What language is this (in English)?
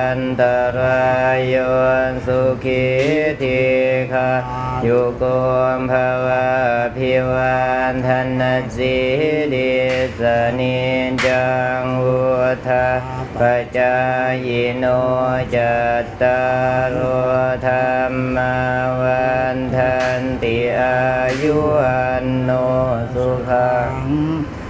Thai